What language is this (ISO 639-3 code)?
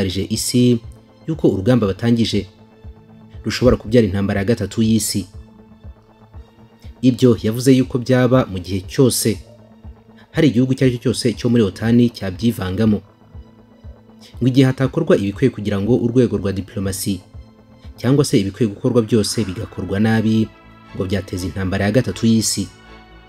kin